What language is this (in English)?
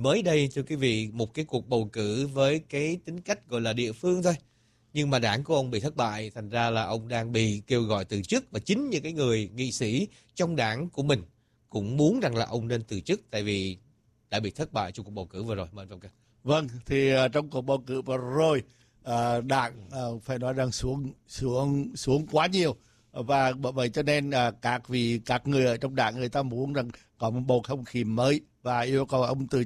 Vietnamese